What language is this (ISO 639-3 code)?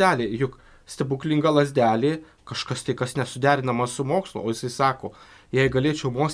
lit